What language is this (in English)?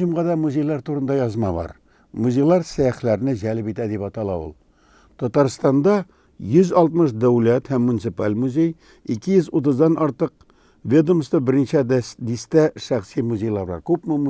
Tatar